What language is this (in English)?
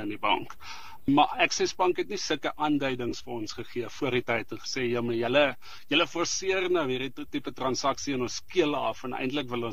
Afrikaans